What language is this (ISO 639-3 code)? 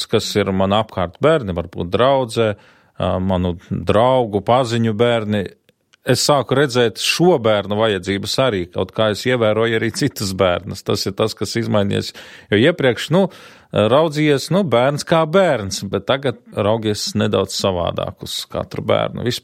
lav